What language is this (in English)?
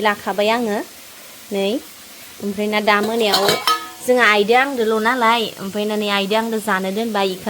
Bodo